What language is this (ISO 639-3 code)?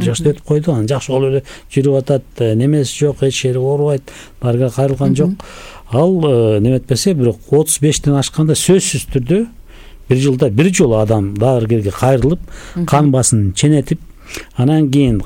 kir